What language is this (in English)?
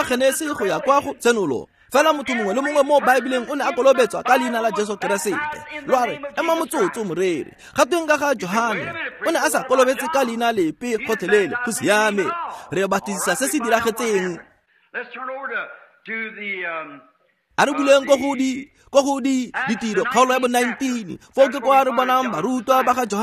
Tswana